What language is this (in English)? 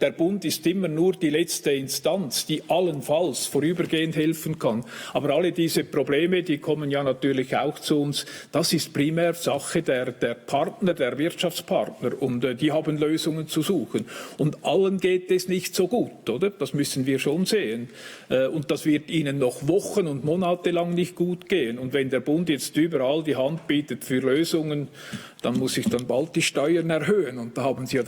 Swiss German